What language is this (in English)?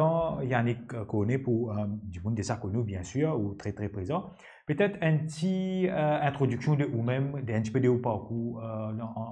Morisyen